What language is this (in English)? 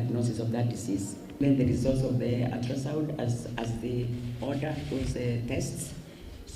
Kamba